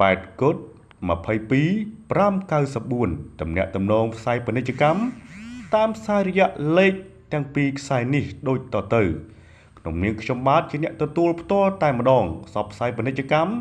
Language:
Khmer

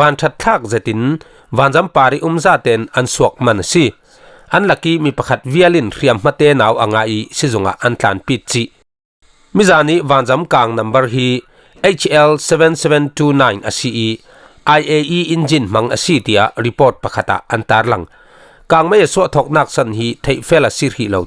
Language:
Falam Chin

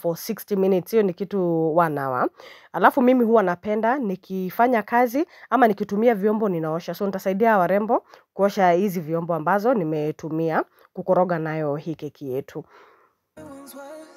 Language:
Swahili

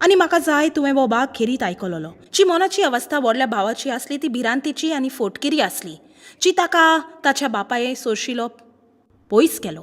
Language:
Konkani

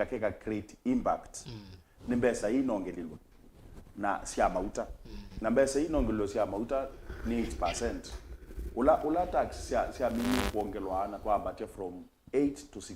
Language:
Kamba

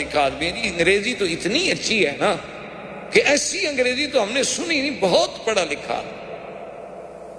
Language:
Urdu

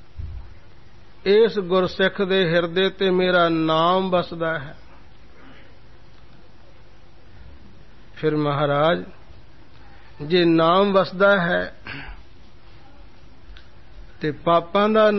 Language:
Punjabi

